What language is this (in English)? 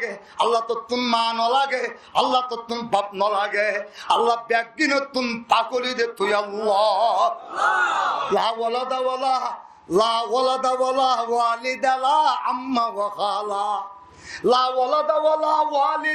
Rohingya